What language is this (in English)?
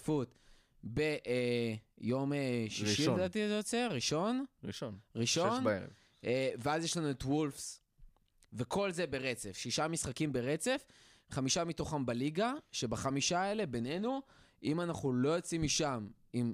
Hebrew